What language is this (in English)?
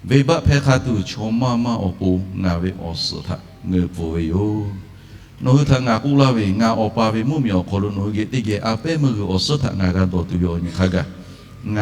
Lahu